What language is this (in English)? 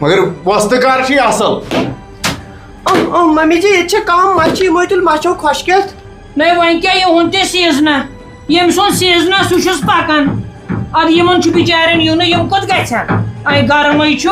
Kashmiri